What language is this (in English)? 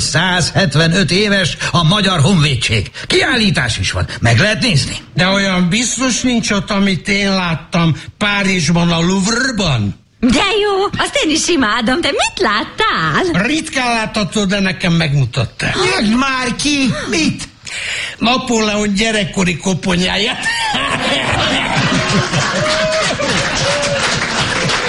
Hungarian